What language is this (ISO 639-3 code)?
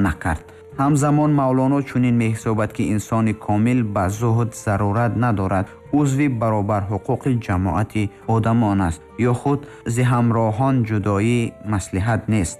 tgk